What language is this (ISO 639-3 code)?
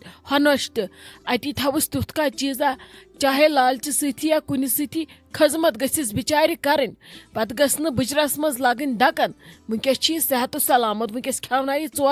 kas